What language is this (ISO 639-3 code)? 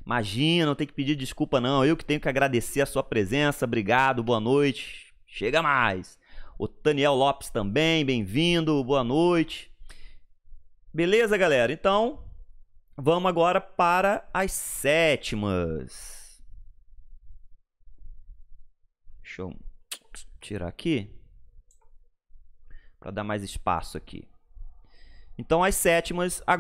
por